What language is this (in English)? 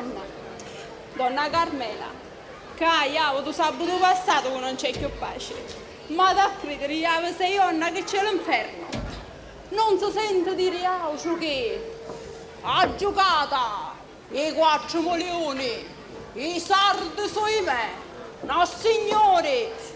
Sicilian